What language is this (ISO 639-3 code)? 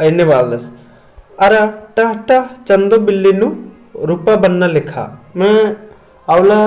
kru